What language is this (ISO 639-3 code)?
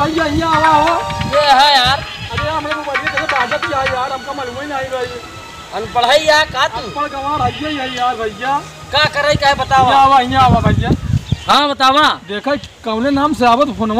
awa